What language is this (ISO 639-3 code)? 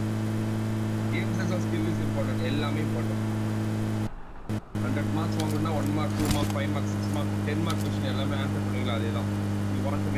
tam